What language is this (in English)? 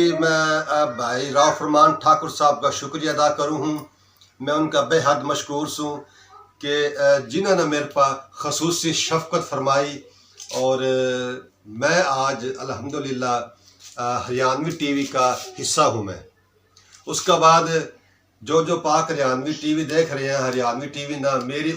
Haryanvi